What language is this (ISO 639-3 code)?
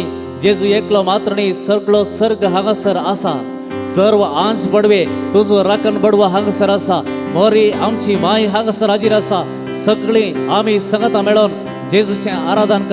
kok